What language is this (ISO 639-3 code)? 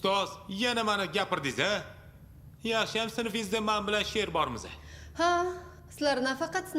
uzb